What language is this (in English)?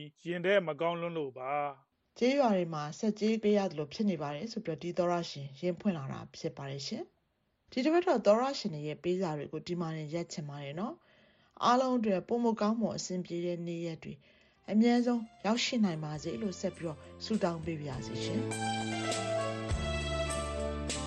Burmese